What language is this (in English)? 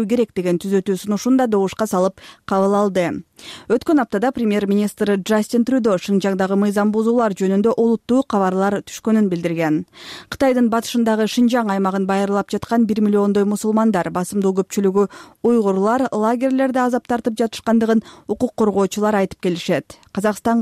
Kyrgyz